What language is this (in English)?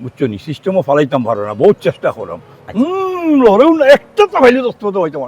Sylheti